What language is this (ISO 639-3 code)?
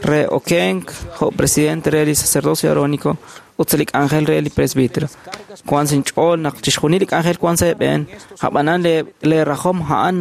kek